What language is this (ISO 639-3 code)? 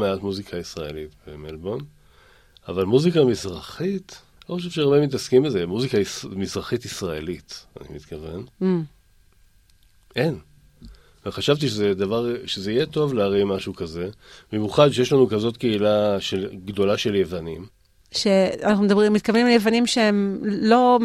heb